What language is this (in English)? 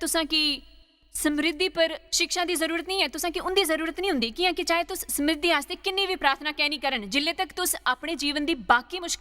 Dogri